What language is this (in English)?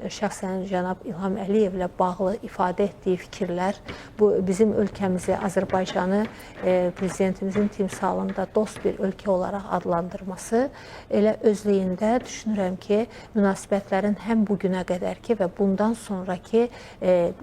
Azerbaijani